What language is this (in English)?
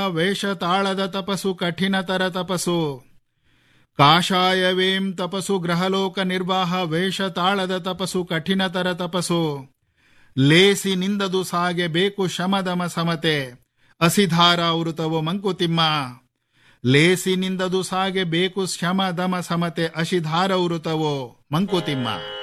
Kannada